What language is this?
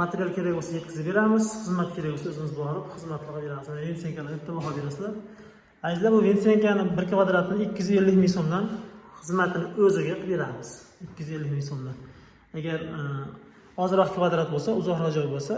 Uzbek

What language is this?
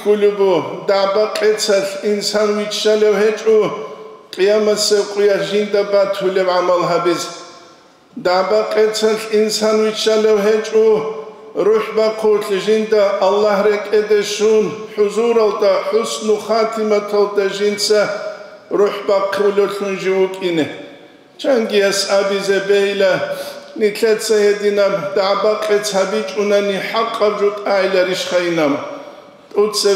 Avaric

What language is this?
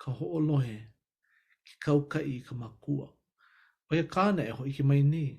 Hawaiian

